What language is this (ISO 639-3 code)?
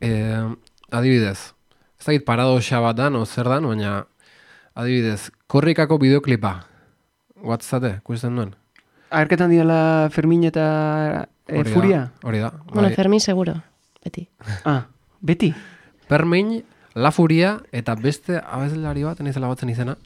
eus